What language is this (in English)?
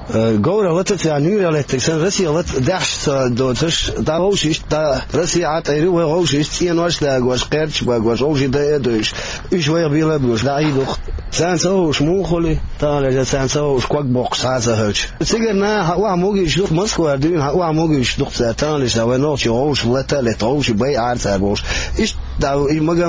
Chechen